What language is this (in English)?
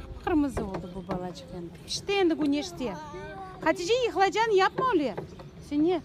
Crimean Tatar